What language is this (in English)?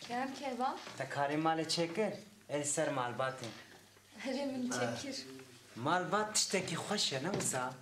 Kurdish